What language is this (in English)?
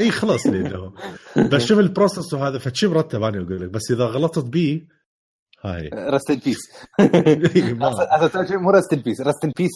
Mesopotamian Arabic